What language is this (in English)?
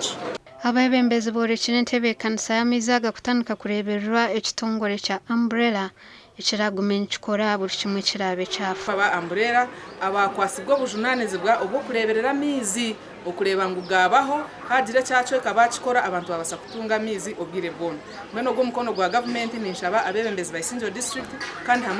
Nyankole